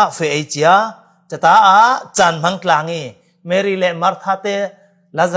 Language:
Falam Chin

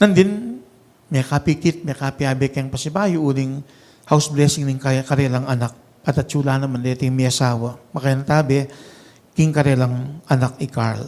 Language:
Pampanga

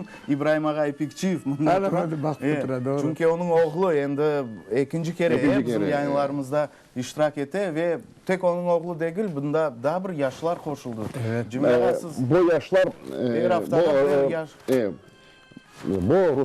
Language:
Crimean Tatar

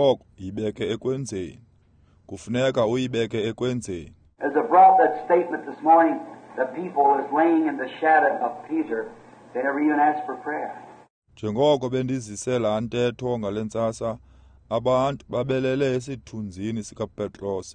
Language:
Xhosa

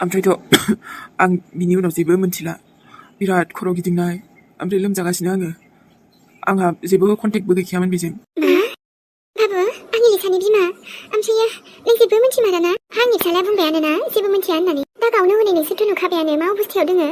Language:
Bodo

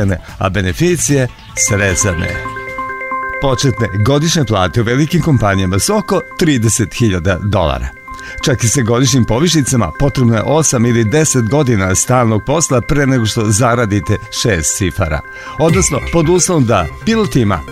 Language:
Serbian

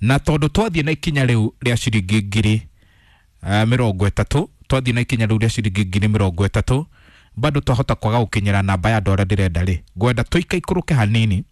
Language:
Kikuyu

